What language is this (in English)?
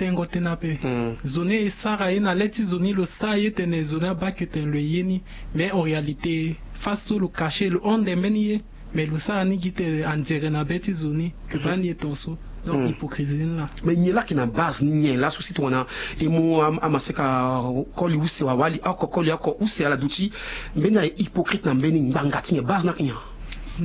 Sango